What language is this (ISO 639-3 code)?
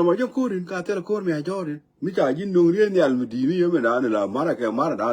nus